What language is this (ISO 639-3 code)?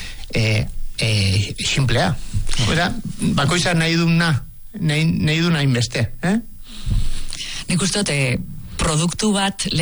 eus